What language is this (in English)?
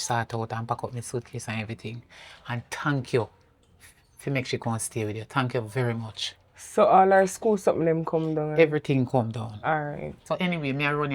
Jamaican Creole English